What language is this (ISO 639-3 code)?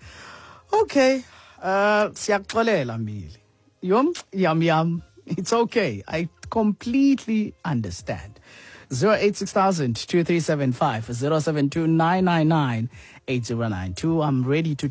xho